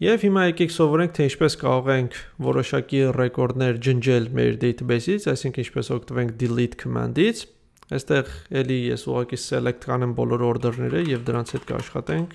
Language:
Armenian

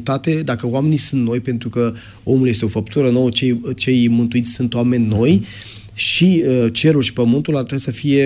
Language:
Romanian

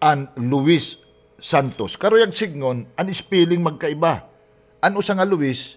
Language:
Waray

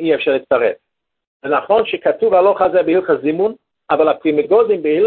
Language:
Hebrew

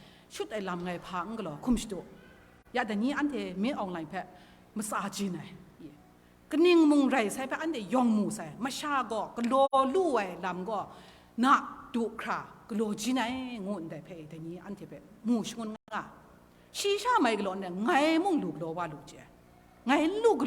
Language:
Kachin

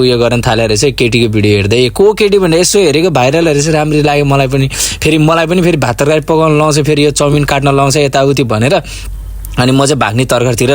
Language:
Nepali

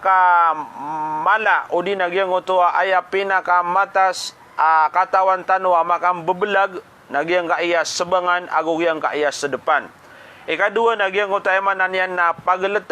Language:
Maranao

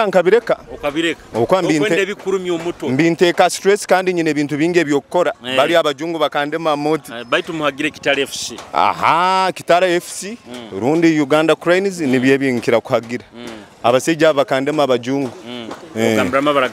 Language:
Nyoro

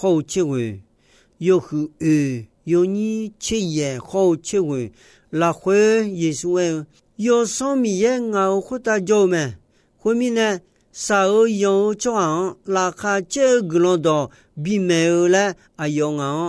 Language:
Akha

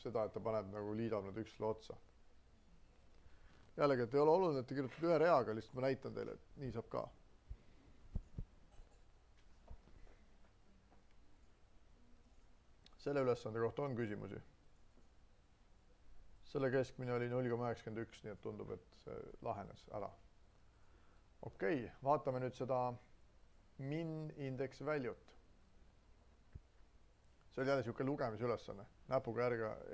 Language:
Estonian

